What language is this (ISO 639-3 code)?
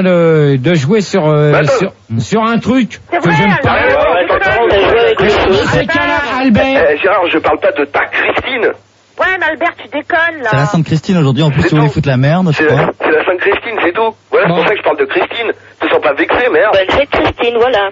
fra